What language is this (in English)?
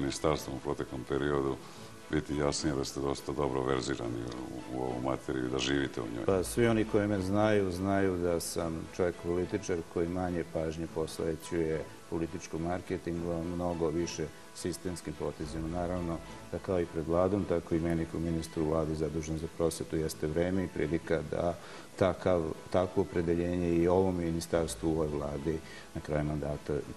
Serbian